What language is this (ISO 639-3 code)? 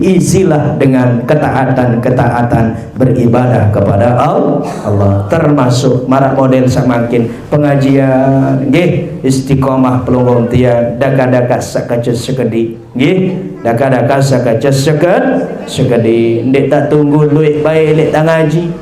sas